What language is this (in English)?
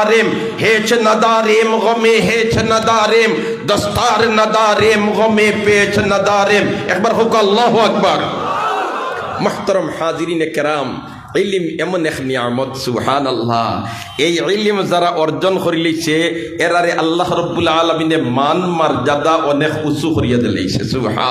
Sylheti